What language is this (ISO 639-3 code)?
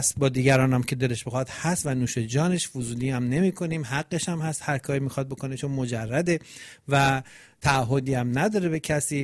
fas